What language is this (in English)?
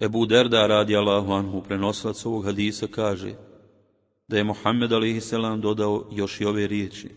Bosnian